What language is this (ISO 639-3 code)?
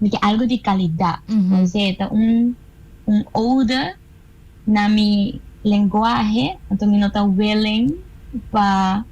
pap